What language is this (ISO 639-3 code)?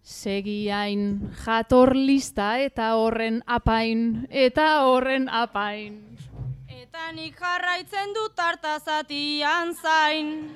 eus